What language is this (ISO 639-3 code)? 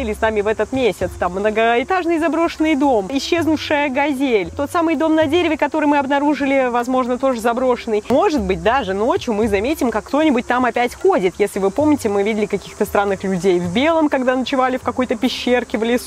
rus